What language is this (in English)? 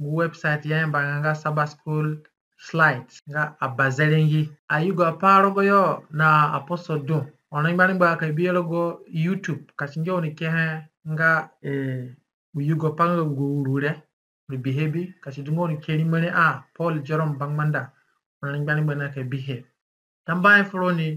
Zande (individual language)